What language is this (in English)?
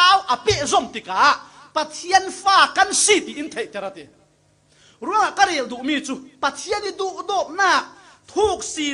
Falam Chin